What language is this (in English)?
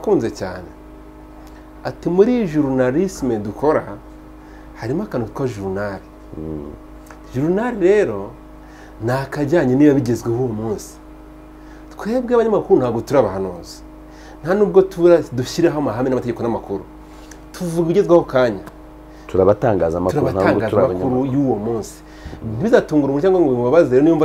Kinyarwanda